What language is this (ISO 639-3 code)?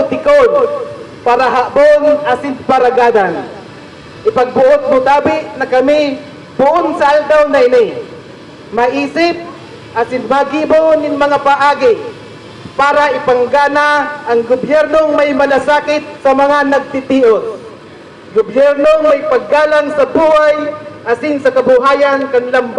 bik